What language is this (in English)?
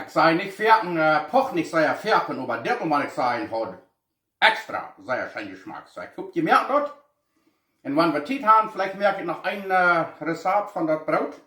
Plautdietsch